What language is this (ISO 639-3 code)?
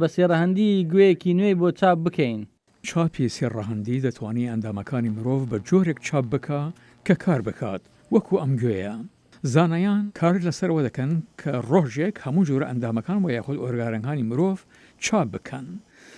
ckb